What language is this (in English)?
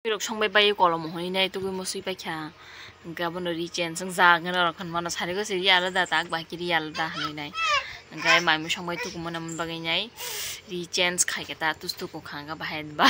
Kok Borok